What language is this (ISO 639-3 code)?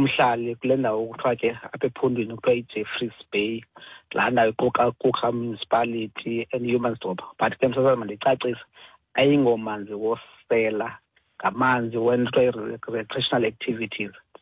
xho